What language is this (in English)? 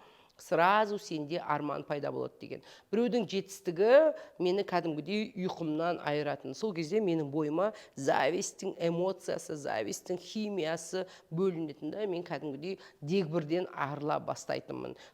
Kazakh